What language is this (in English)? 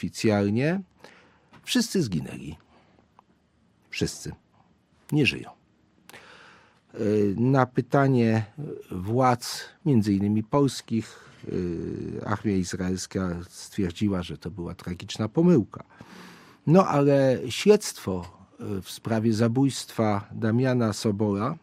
Polish